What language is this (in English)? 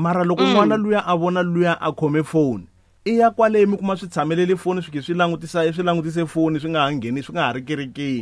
Tsonga